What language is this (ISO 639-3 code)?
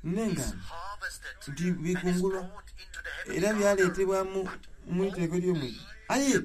xog